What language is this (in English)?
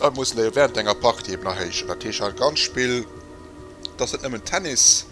Luxembourgish